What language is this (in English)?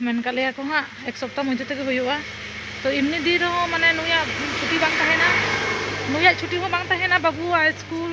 Santali